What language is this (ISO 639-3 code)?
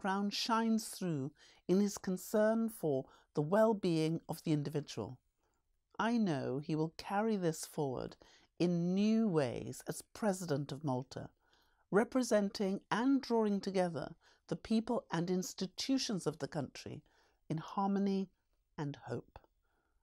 eng